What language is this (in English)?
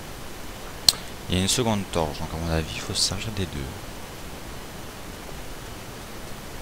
French